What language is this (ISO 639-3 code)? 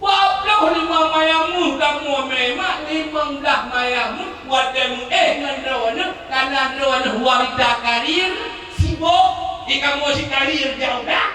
ace